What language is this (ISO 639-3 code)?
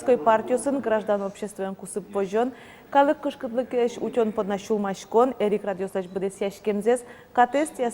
udm